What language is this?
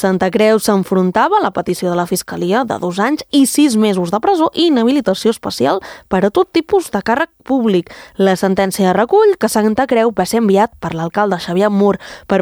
Catalan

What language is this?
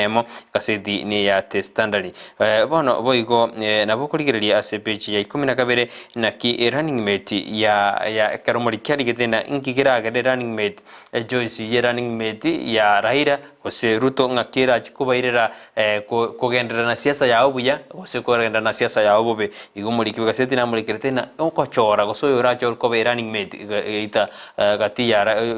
Gusii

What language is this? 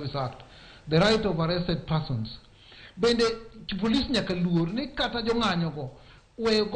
Luo (Kenya and Tanzania)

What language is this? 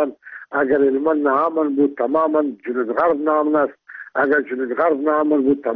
Persian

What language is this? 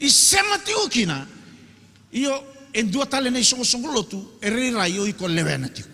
Fijian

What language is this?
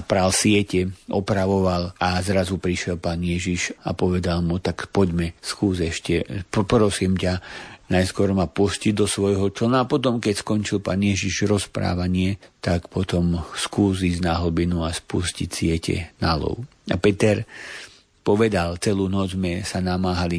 Slovak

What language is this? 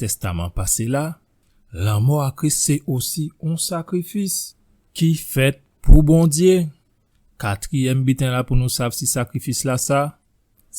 Guadeloupean Creole French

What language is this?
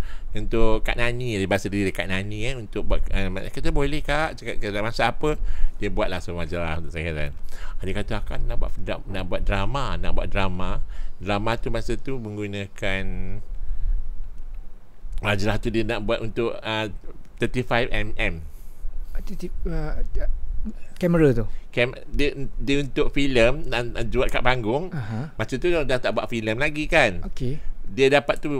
Malay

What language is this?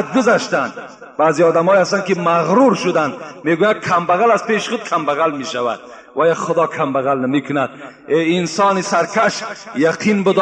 Tajik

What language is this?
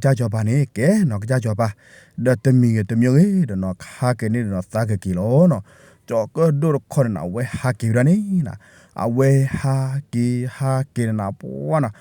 S'gaw Karen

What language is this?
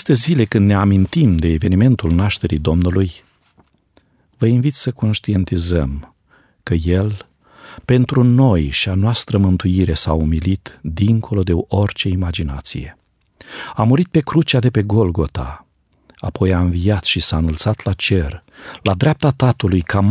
Romanian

